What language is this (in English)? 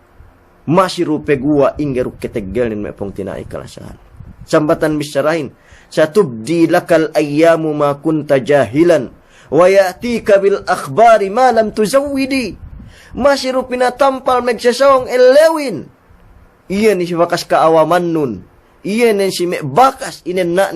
Yakan